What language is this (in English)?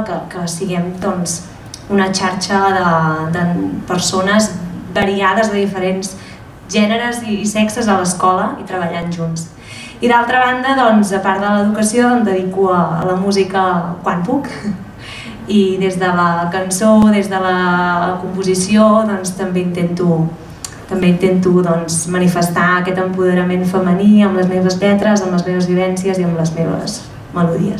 Catalan